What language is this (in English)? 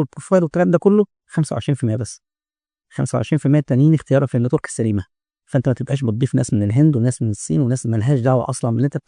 Egyptian Arabic